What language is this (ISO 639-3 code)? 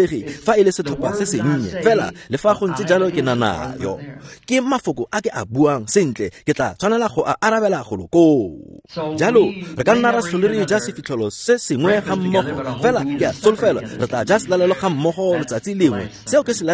tsn